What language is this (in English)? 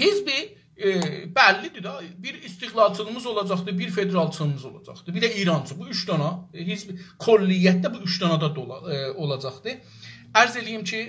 South Azerbaijani